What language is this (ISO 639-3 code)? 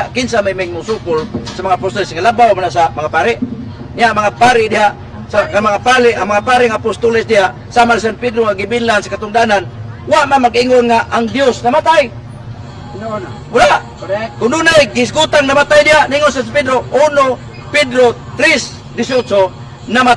ceb